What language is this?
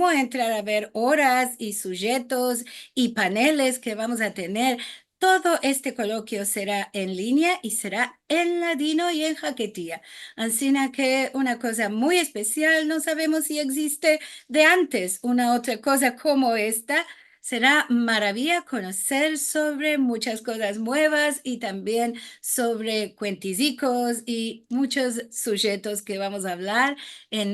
Ladino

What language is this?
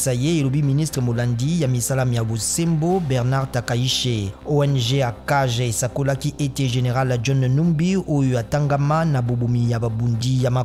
Lingala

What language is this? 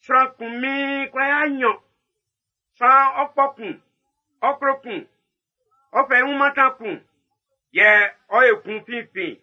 Baoulé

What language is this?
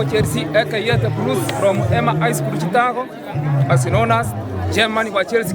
Gusii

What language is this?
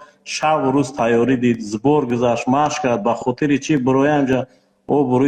Tajik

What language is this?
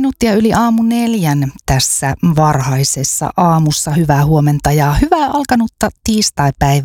Finnish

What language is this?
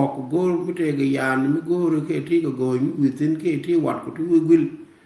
Nuer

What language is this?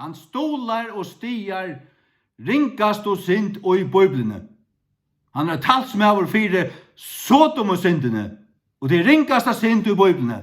Faroese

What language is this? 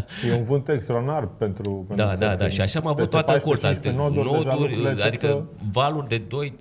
Romanian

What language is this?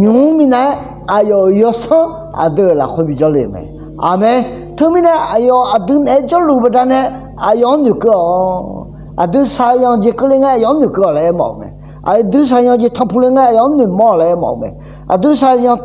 Akha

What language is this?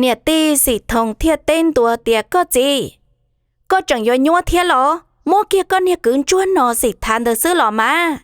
Hmong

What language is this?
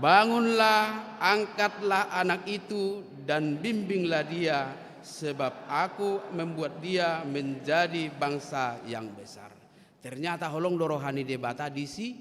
Batak Toba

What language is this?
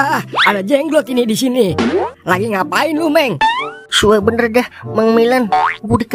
Betawi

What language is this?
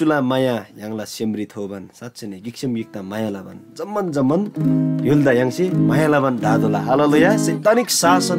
Eastern Tamang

